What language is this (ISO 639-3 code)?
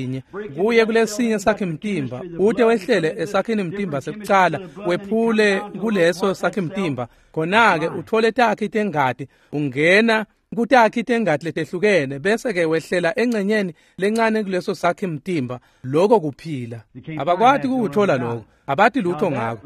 ssw